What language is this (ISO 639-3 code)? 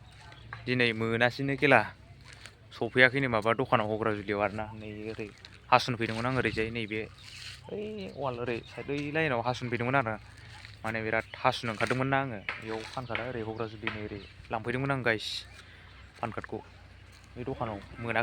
brx